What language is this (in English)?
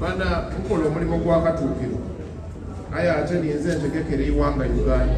Soga